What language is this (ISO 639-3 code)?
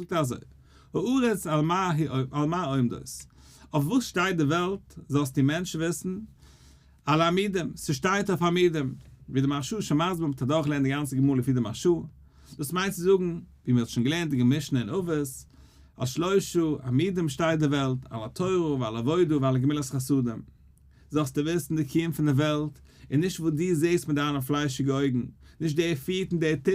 yid